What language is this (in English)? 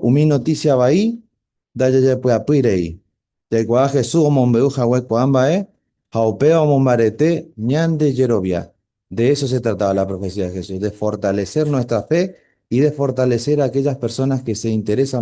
Guarani